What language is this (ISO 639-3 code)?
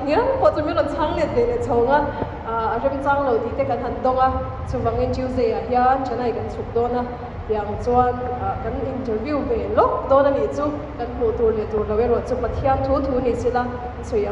lus